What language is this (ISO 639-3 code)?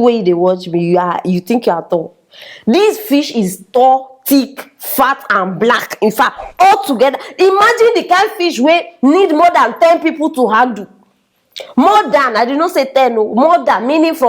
pcm